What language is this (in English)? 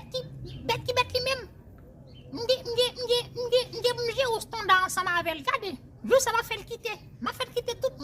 Haitian Creole